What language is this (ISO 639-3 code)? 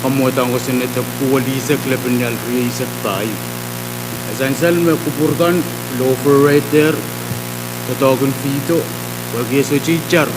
pon